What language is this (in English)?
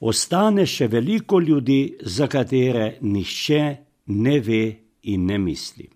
Slovenian